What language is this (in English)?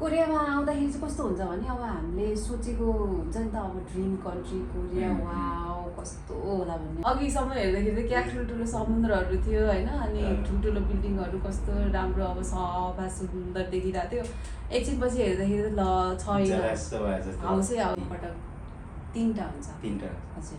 Nepali